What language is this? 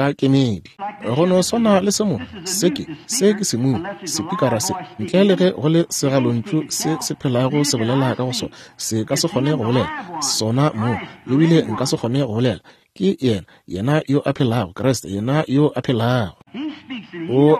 Northern Sotho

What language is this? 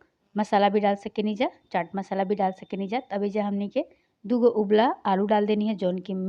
Bhojpuri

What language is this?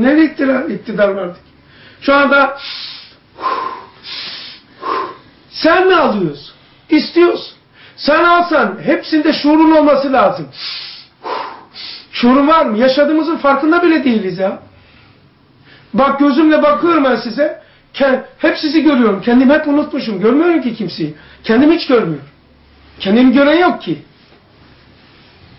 Turkish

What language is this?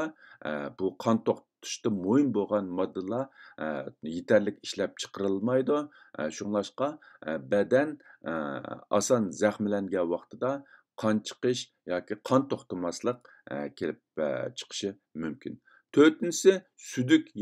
Uyghur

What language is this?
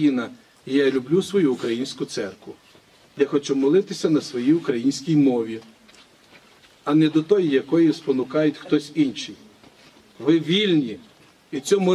Ukrainian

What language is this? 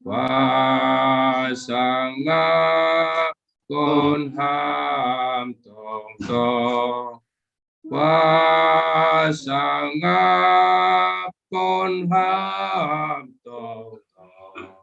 Batak Simalungun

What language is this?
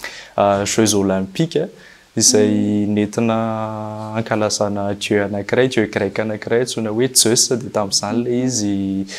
Malagasy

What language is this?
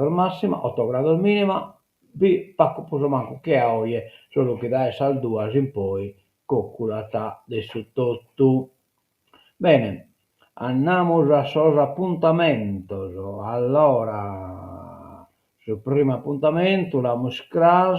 Sardinian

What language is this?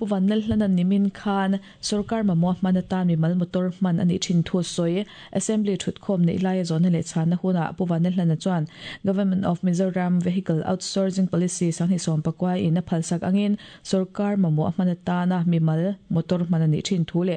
Mizo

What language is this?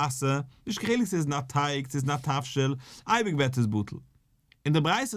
Yiddish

